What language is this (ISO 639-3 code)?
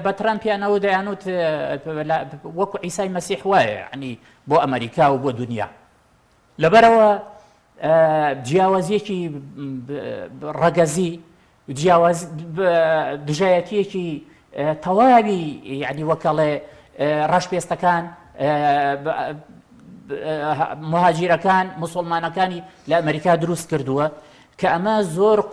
ckb